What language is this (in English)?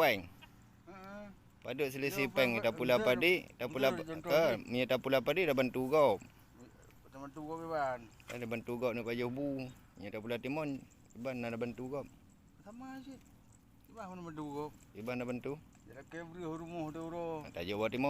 Achinese